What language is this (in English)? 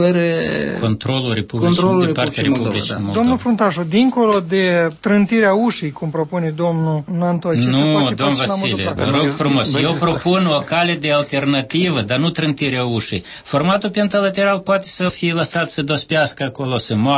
Romanian